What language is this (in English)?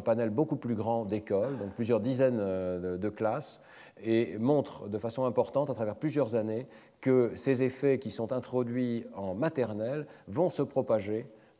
French